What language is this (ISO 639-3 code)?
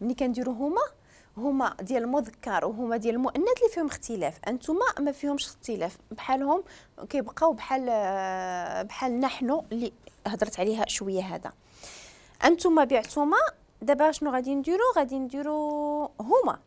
ary